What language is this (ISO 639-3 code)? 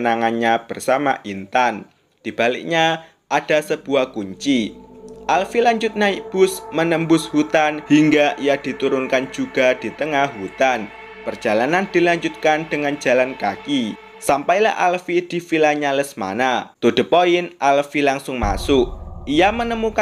ind